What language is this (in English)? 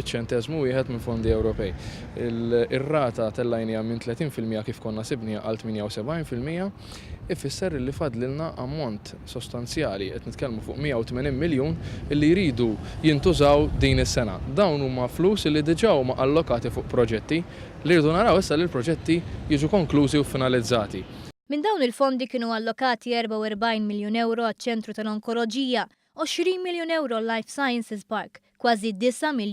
Maltese